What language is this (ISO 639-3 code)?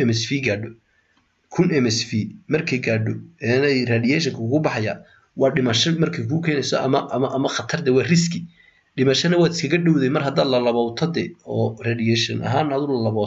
som